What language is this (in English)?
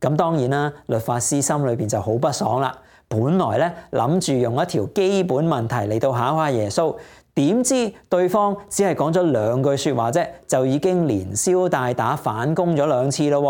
Cantonese